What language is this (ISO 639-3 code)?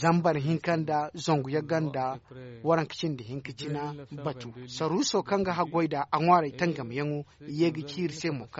dje